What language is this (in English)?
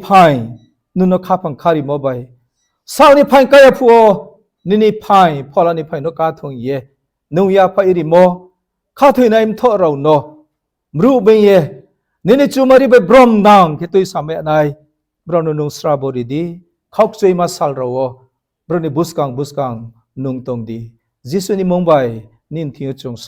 Riang (India)